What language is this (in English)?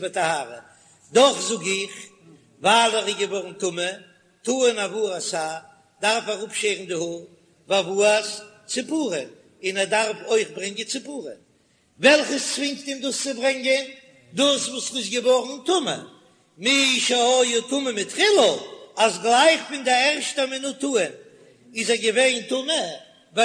Yiddish